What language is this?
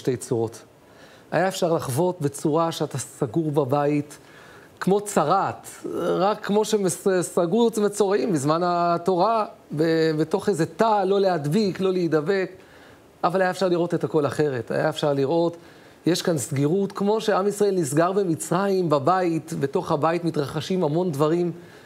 Hebrew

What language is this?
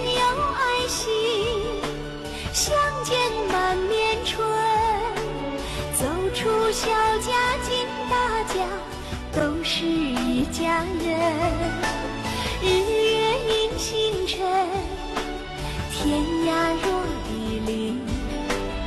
Chinese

